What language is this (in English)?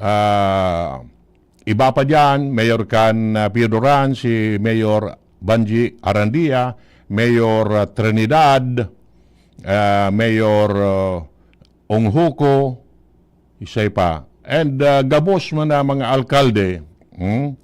Bikol